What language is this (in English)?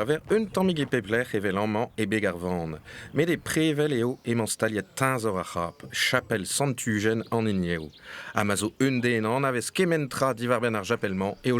Breton